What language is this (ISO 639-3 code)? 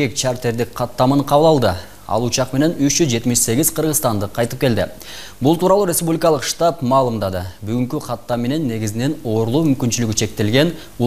kir